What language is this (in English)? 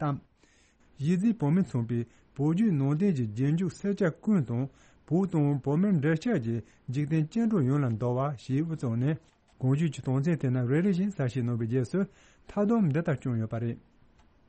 Tibetan